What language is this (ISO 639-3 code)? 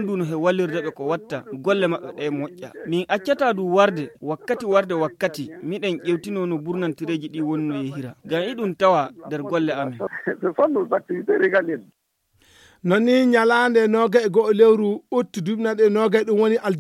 ful